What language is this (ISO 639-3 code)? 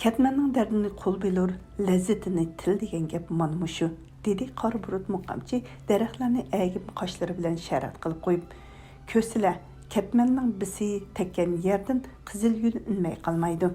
uig